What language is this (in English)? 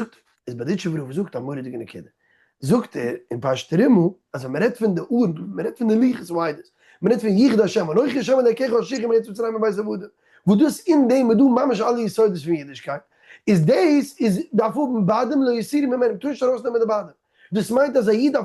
Yiddish